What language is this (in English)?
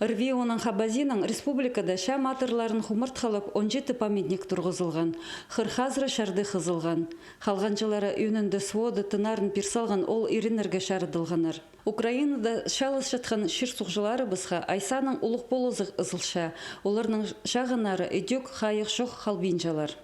Khakas